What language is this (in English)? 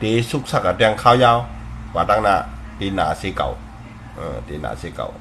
Shan